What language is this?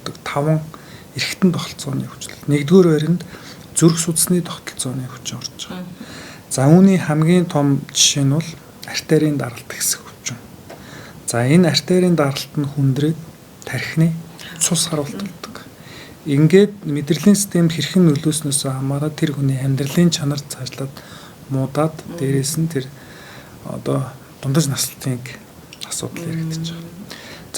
Mongolian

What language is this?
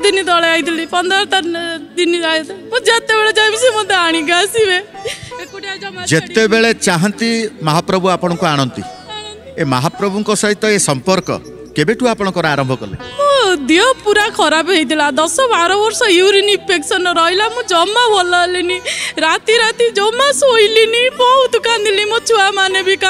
Odia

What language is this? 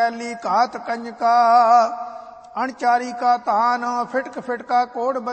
Punjabi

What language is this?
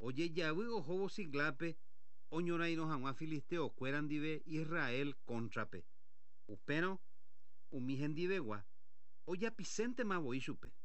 Guarani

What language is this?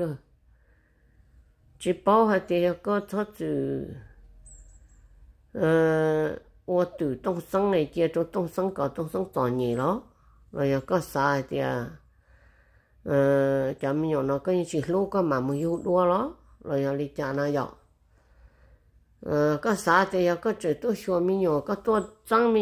Vietnamese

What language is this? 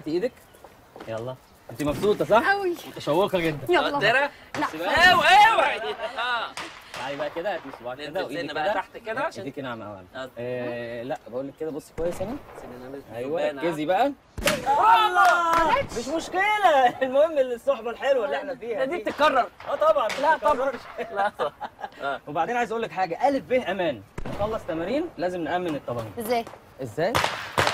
Egyptian Arabic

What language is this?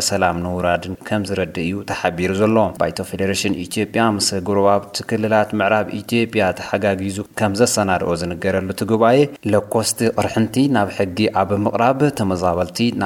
Tigrinya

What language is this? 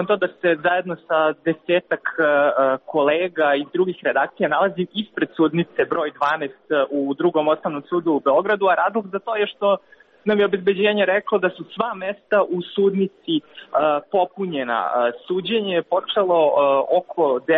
Serbian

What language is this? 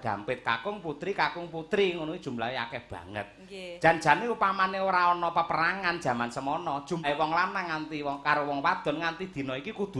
Javanese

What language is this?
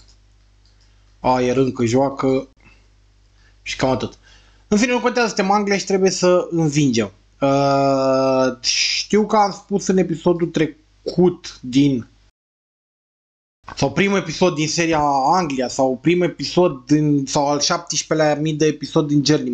Romanian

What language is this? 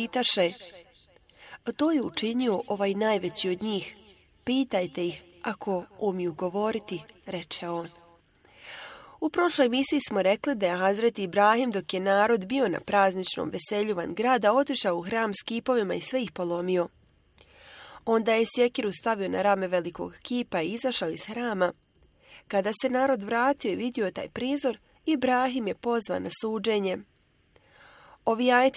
Bosnian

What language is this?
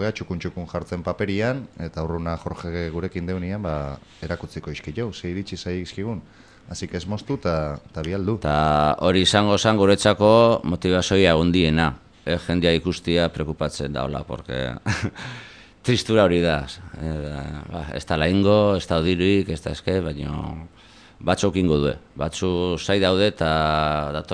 Basque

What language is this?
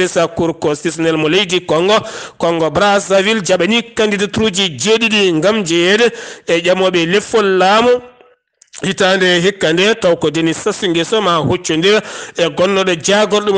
Fula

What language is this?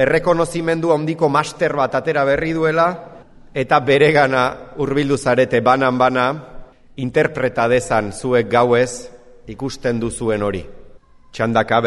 Basque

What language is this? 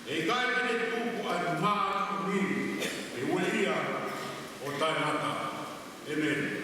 Tongan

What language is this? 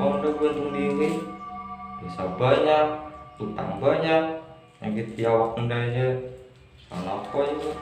Banjar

